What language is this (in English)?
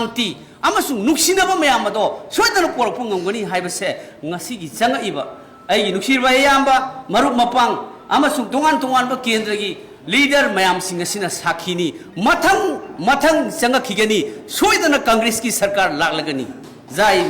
Manipuri